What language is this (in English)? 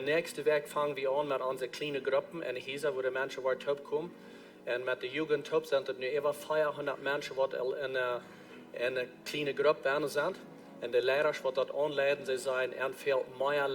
Plautdietsch